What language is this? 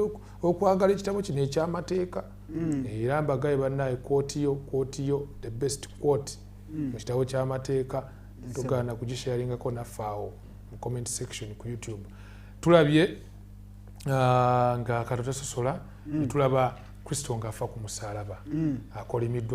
Ganda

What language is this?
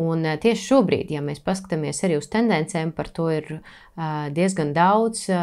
Latvian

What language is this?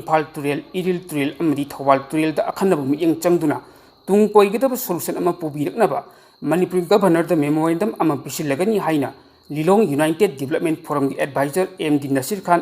Manipuri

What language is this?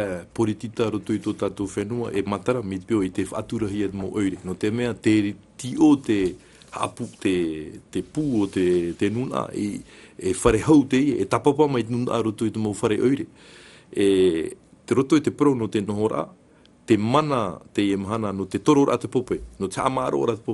Tahitian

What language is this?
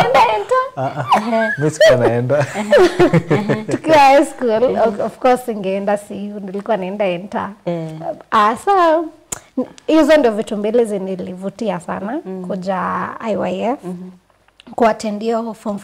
Swahili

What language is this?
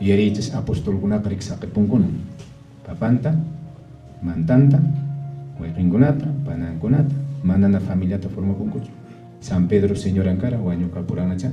Quechua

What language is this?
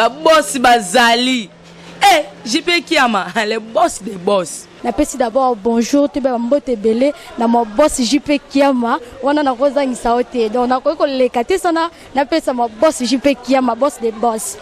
Lingala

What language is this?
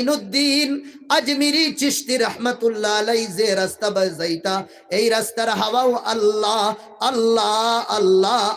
Sylheti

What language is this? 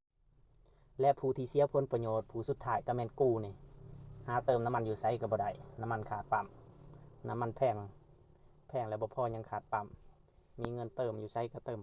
Lao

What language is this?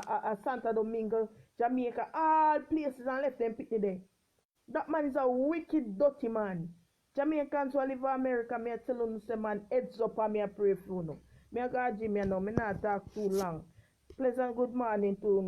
Jamaican Creole English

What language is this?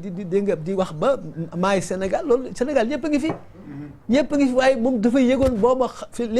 Wolof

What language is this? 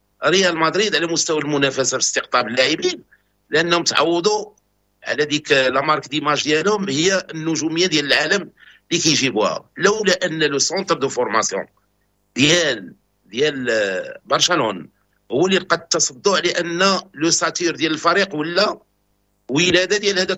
Moroccan Arabic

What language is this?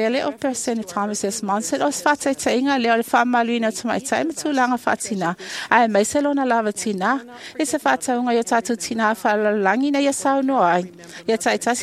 Samoan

